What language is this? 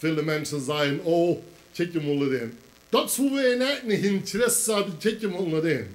Plautdietsch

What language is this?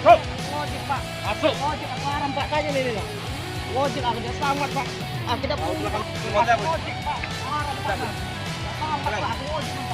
Musi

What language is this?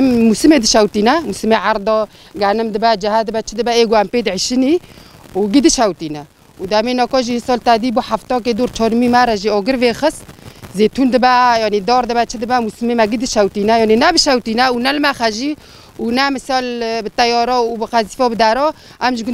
Kurdish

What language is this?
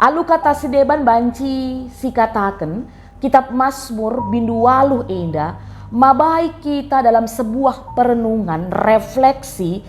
Batak Karo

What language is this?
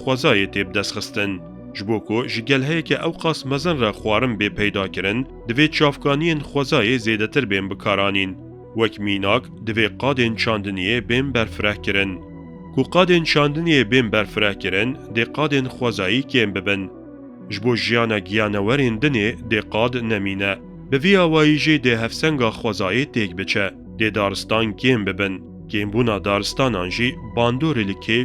Kurdish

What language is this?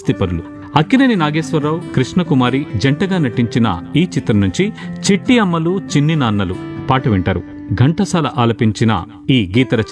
Telugu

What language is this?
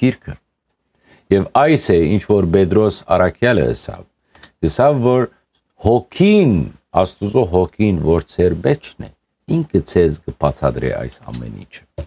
Western Armenian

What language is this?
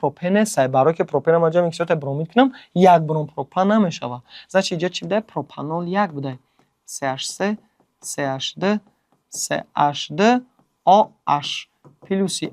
Tajik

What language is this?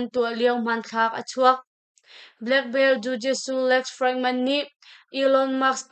Hakha Chin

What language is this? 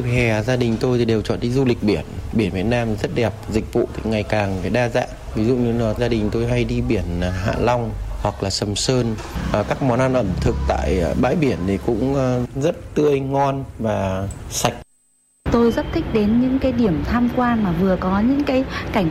Vietnamese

